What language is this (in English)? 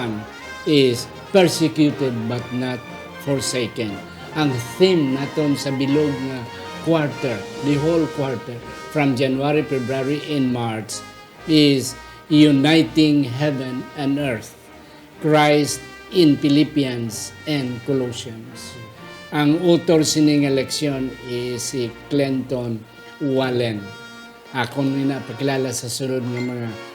Hiligaynon